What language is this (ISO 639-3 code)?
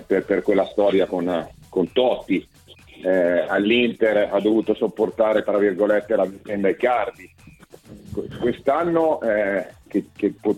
ita